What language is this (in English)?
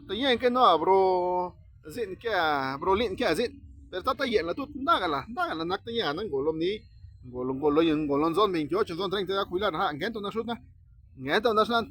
Zapotec